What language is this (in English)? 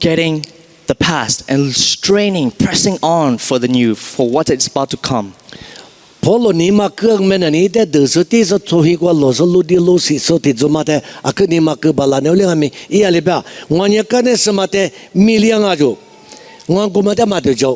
Lisu